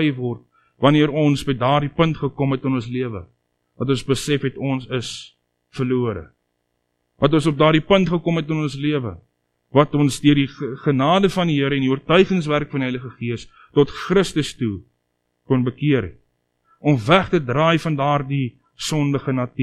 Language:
Afrikaans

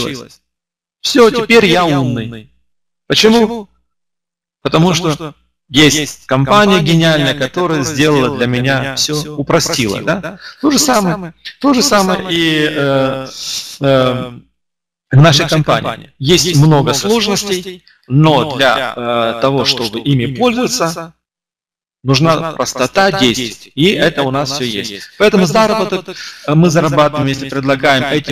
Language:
Russian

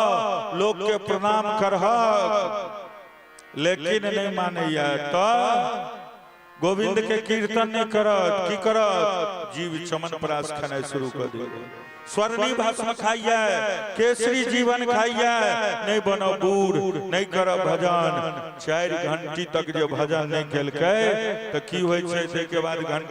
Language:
Maithili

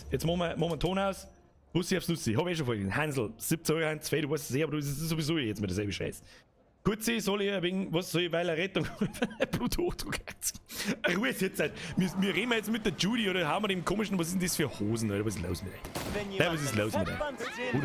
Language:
Bavarian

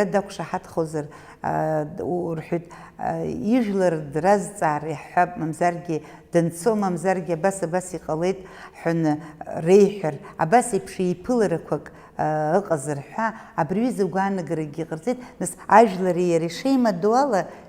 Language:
Abkhazian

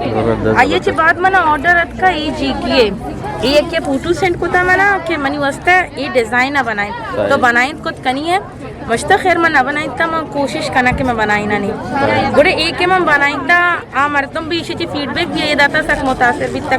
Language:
Eastern Balochi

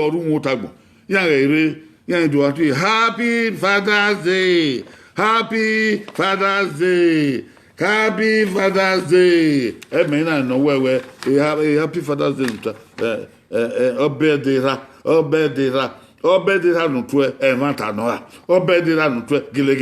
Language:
Bini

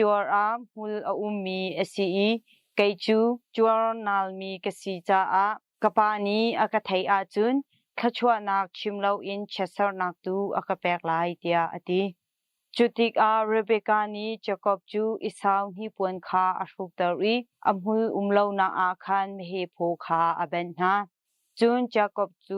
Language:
Hakha Chin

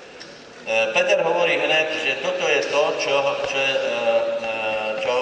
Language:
Slovak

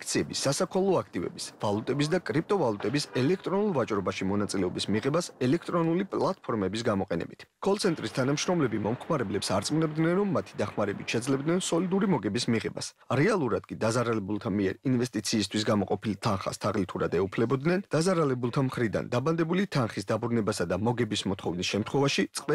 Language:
Georgian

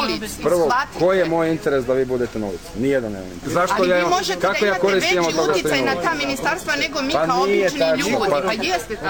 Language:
Serbian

